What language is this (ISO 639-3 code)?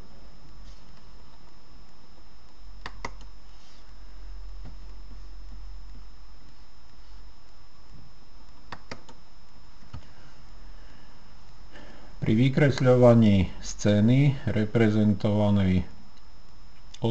slk